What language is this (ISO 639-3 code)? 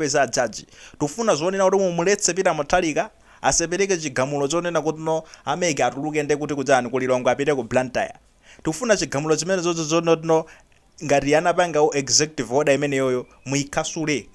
nya